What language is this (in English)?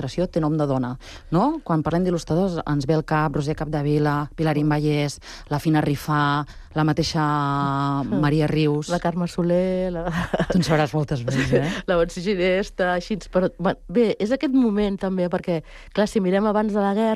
Catalan